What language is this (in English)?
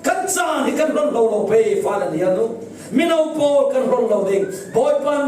Falam Chin